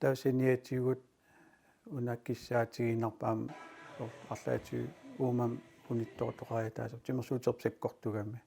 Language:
Kalaallisut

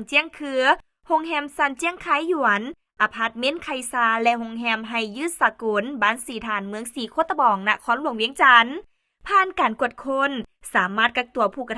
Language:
Lao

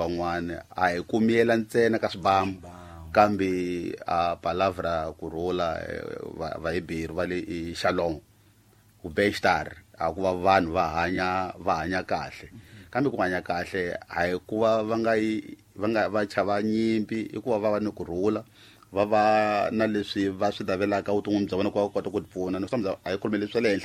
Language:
Tsonga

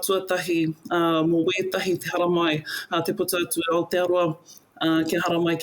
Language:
Māori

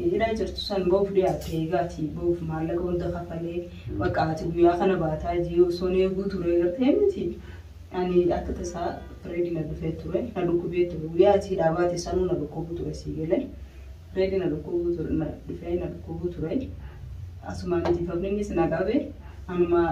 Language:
Oromo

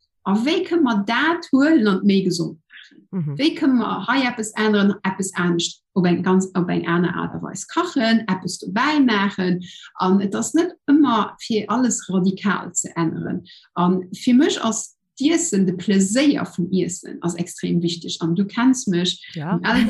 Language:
Luxembourgish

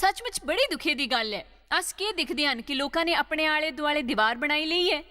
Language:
Dogri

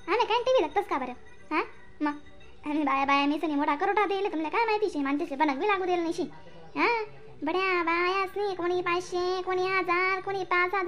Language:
Khandesi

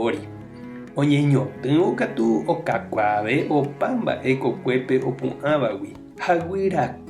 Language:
Guarani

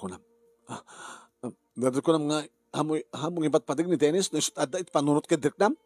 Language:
Iloko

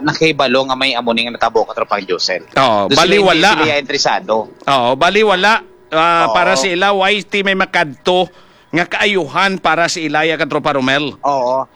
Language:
Hiligaynon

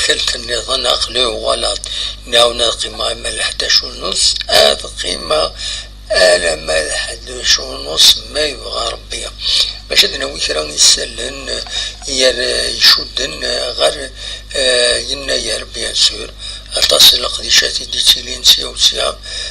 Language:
Kabyle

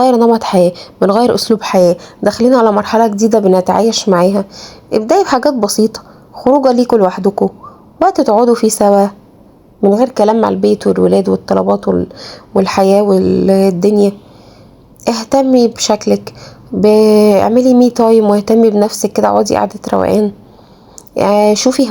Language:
Egyptian Arabic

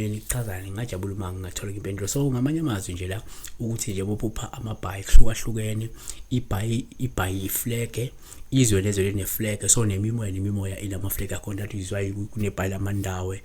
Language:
Zulu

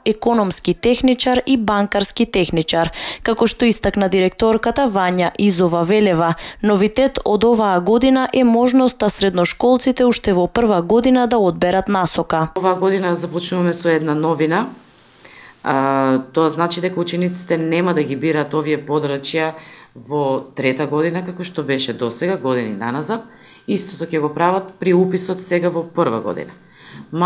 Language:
Macedonian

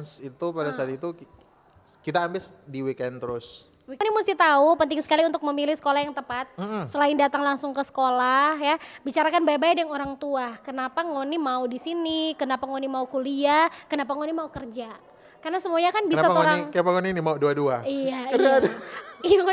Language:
Manado Malay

